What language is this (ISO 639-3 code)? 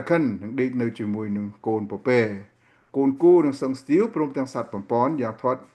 khm